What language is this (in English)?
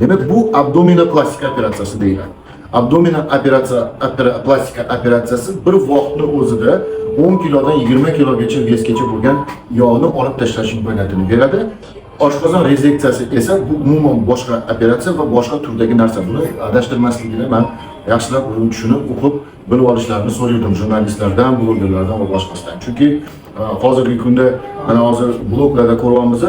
Uzbek